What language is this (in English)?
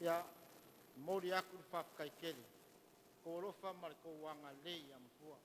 Samoan